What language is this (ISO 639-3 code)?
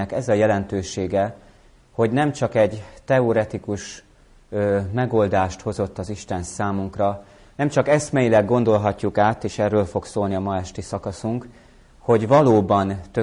hun